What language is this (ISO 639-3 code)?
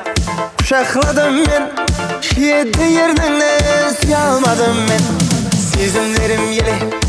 kaa